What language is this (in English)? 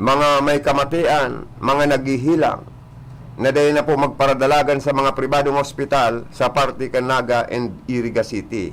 Bikol